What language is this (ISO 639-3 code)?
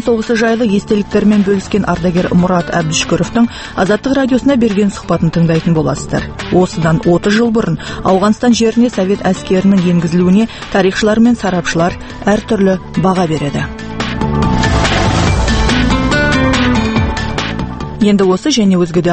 kaz